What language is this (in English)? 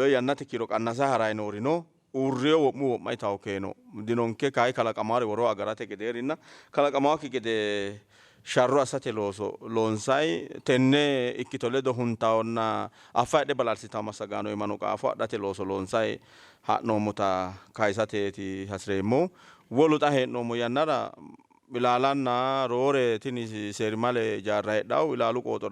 Sidamo